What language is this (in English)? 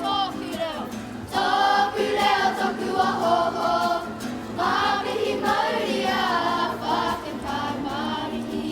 Māori